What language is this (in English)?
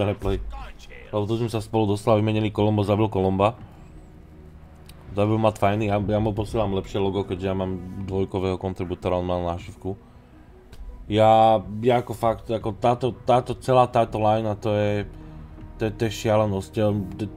Slovak